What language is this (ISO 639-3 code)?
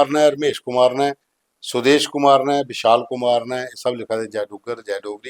doi